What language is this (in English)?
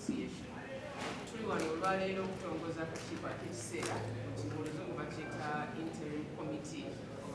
Ganda